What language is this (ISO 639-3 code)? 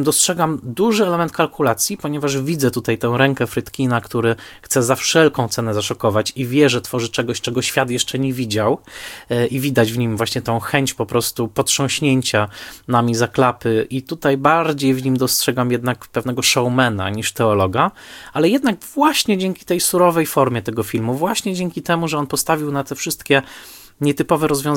pol